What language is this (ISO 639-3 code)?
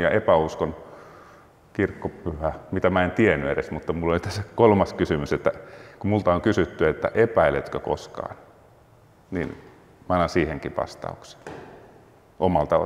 fin